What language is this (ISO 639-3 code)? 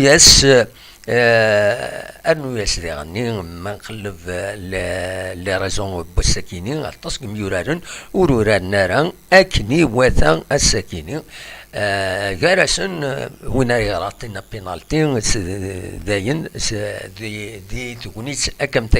kab